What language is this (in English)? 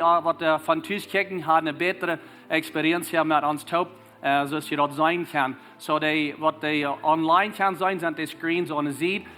Plautdietsch